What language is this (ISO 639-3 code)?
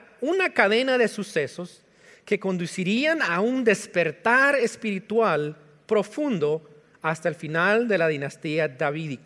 spa